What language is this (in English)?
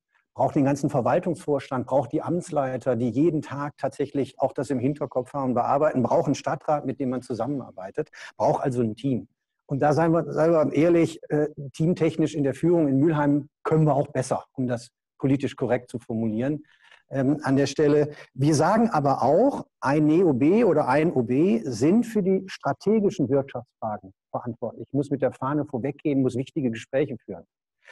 German